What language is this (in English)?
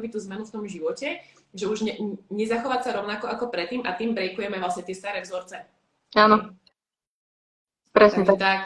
Slovak